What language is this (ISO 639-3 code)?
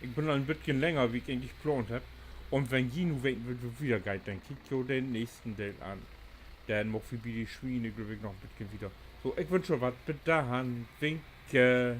nds